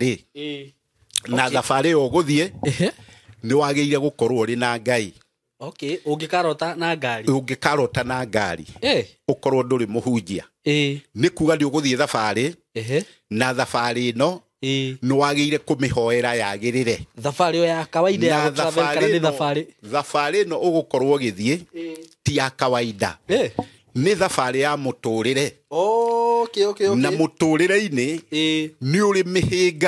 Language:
Kikuyu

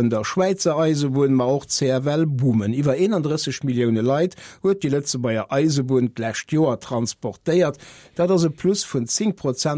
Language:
Luxembourgish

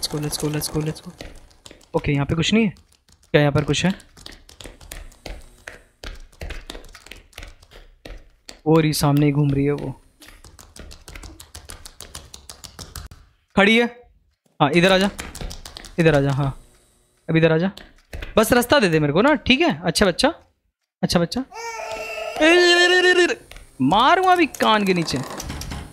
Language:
Hindi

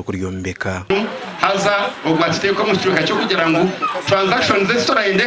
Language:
Nyankole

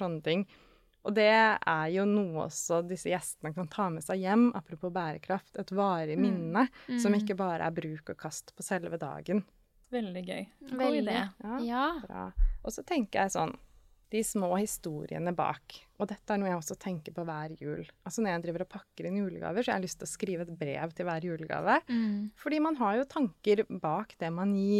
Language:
Norwegian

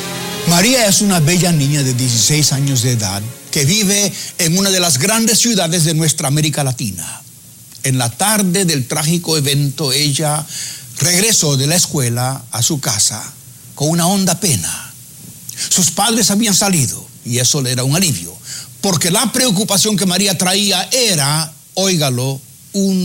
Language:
Spanish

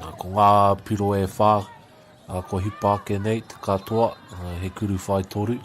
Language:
Māori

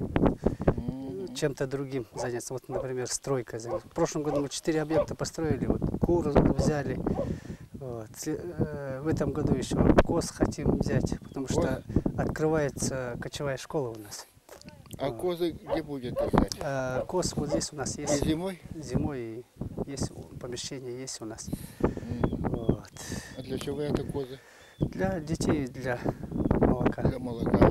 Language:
Russian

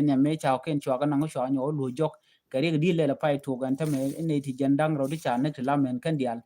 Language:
Nuer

